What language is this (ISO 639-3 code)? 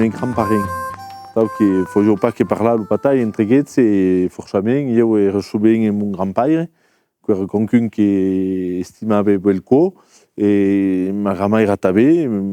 oci